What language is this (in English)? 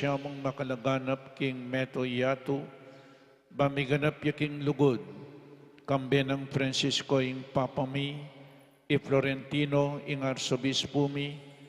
Pampanga